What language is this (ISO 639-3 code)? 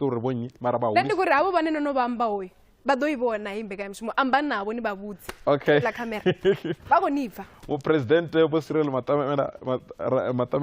ven